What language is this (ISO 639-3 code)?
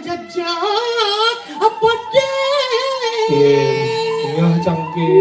ban